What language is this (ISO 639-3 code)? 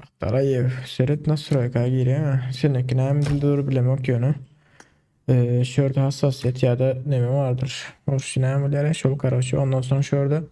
tuk